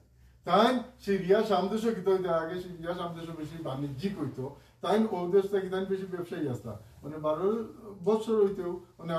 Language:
Sylheti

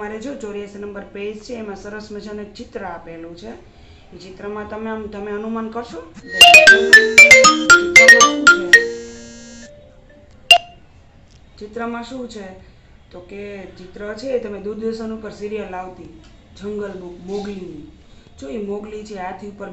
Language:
Gujarati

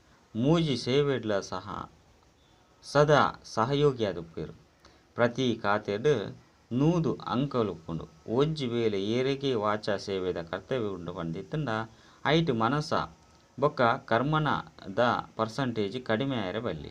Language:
Tulu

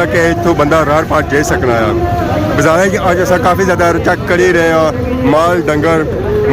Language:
Pahari-Potwari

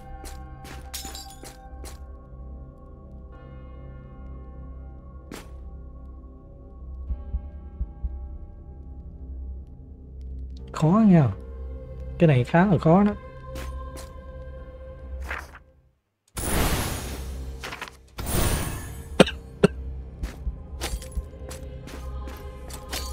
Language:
Vietnamese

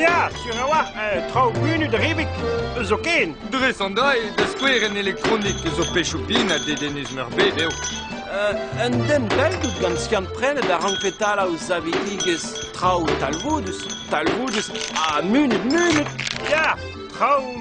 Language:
Breton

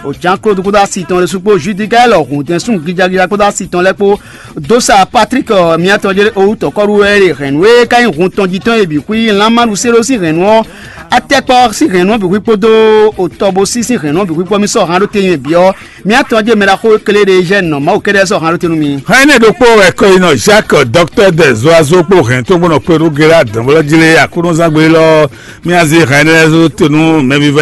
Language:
Fon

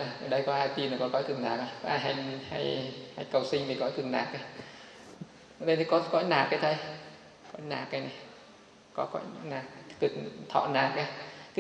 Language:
Vietnamese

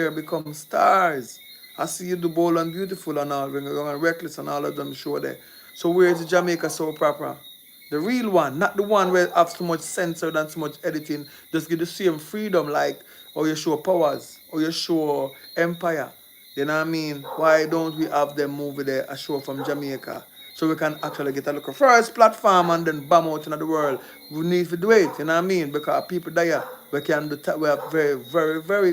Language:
Jamaican Creole English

